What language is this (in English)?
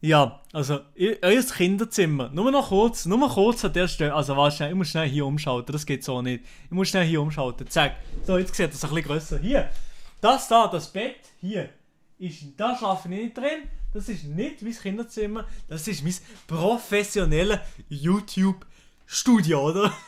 Swiss German